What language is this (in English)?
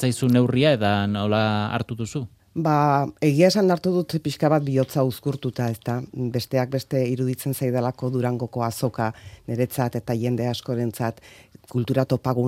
Basque